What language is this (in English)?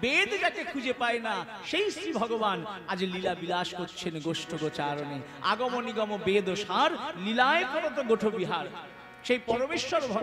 Bangla